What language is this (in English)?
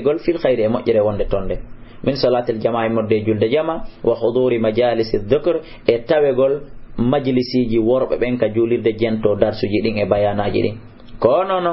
Fula